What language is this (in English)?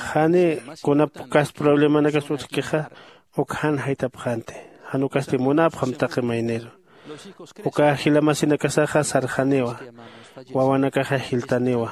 Aymara